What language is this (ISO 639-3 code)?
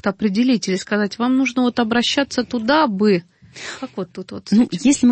rus